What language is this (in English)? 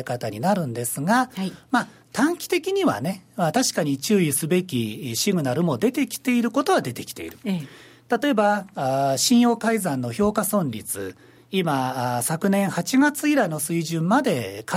Japanese